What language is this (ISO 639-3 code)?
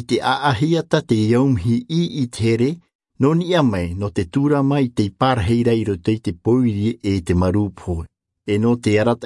tah